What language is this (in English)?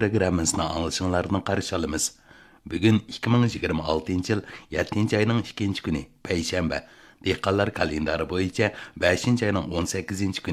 Uyghur